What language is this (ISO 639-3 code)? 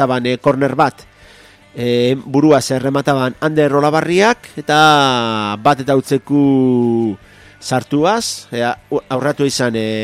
eus